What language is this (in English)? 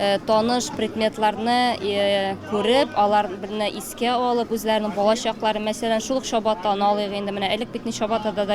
Tatar